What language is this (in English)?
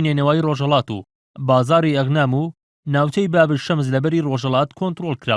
Central Kurdish